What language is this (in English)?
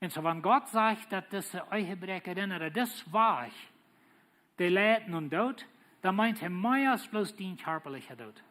Plautdietsch